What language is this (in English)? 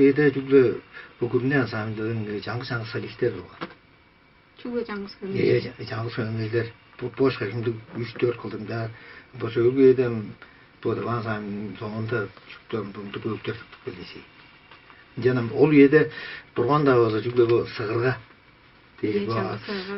Tuvinian